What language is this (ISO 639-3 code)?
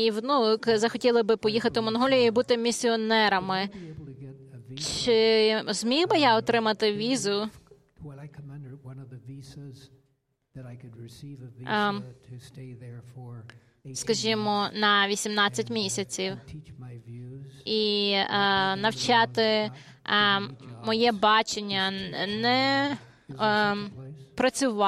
ukr